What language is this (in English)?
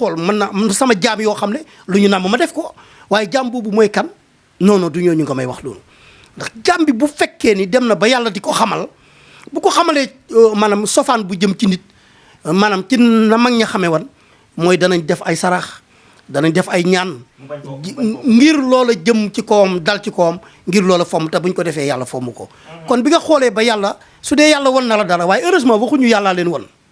Wolof